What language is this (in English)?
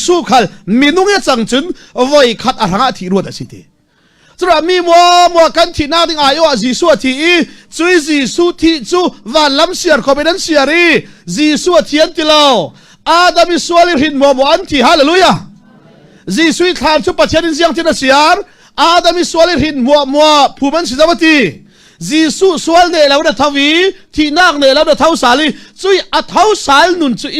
Falam Chin